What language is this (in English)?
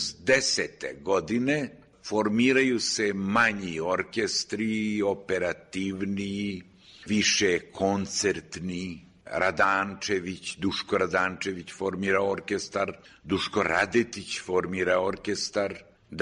Serbian